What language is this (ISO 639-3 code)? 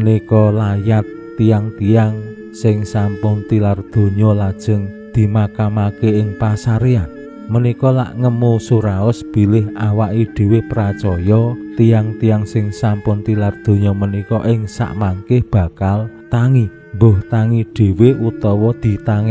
jav